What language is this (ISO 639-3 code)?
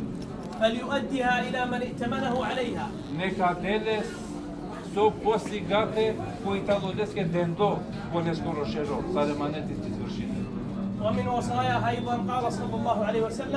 rmn